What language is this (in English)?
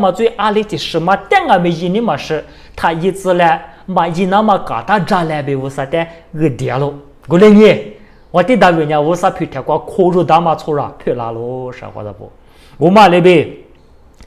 Lisu